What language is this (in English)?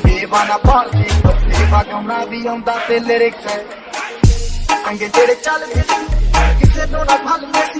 Punjabi